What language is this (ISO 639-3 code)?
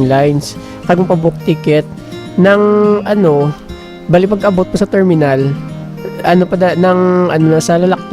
hil